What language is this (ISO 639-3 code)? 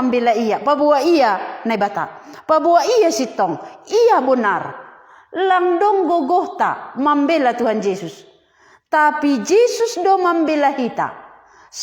bts